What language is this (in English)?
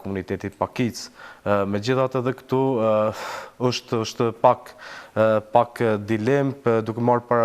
Albanian